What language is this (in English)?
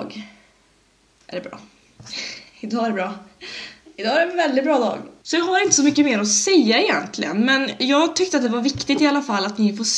Swedish